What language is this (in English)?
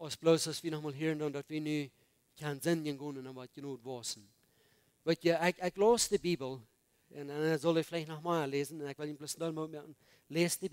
Plautdietsch